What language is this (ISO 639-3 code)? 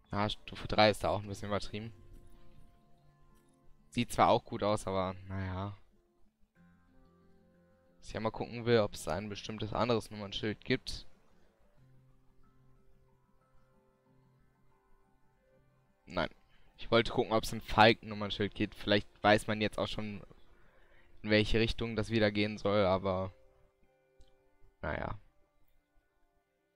deu